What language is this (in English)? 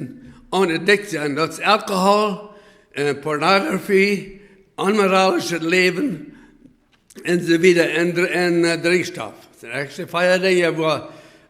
Plautdietsch